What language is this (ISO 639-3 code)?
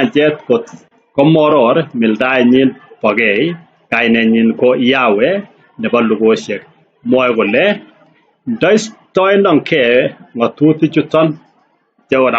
kln